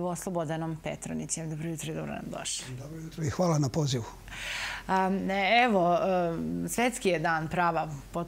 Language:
Serbian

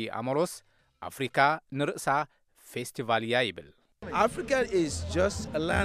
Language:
Tigrinya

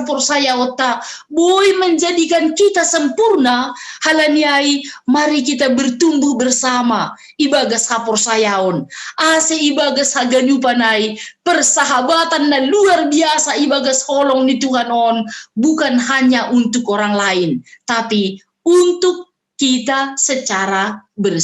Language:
Batak Simalungun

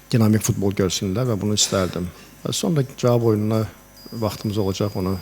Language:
Azerbaijani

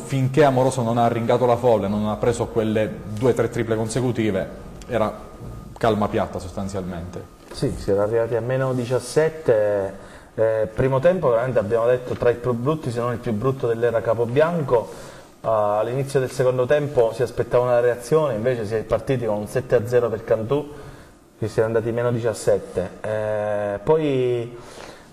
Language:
Italian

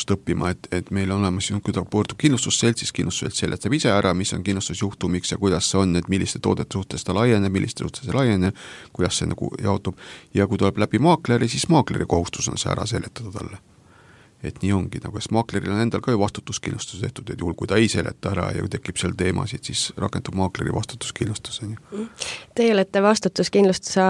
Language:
Estonian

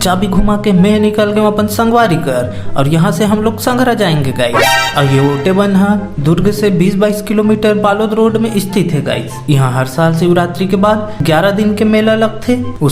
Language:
Chhattisgarhi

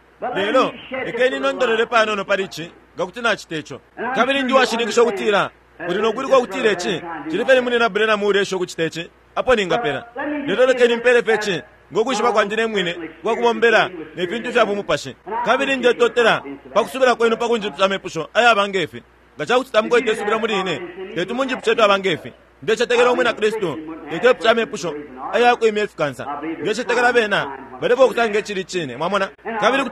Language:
Bemba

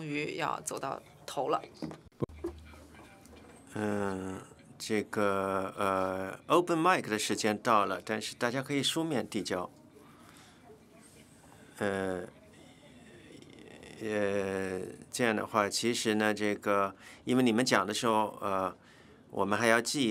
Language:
Chinese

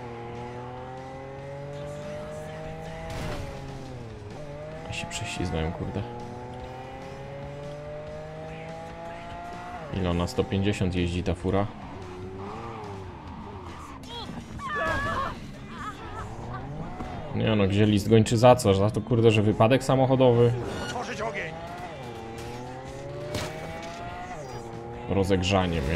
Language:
Polish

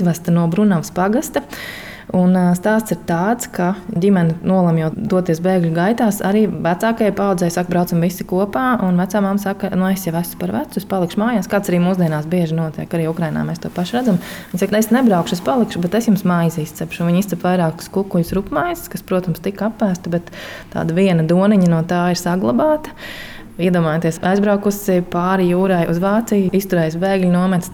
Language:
Latvian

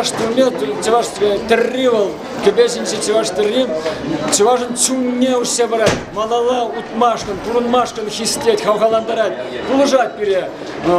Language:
Chuvash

